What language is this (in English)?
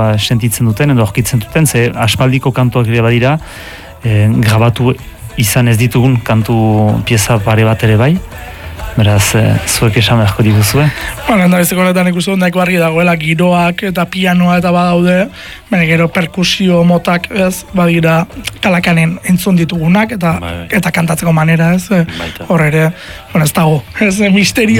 Basque